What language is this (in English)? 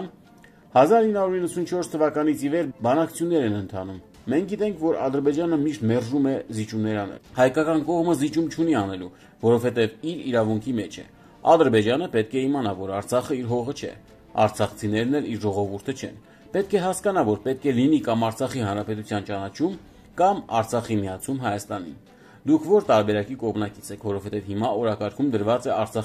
Armenian